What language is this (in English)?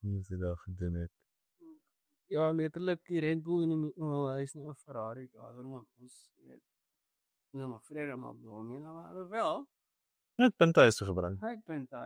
Afrikaans